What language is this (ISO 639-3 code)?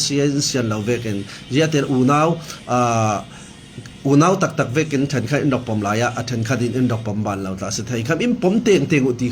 cfm